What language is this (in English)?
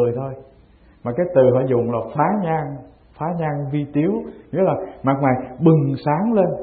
Vietnamese